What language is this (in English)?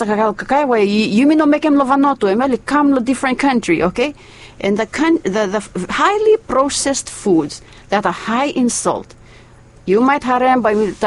Bislama